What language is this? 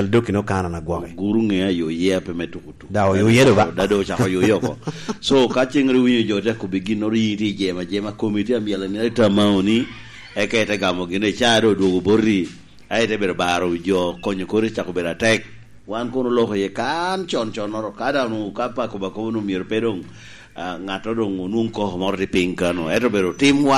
Lango (Uganda)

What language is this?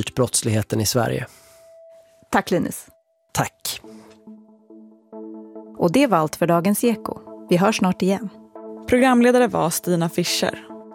Swedish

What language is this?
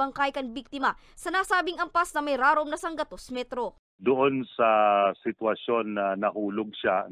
Bikol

